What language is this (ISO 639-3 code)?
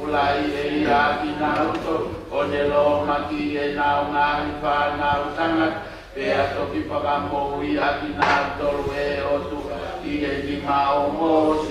ton